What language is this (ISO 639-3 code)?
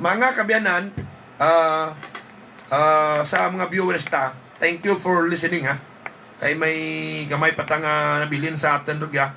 hil